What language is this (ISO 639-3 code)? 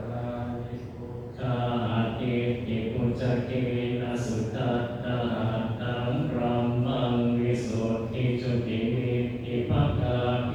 pli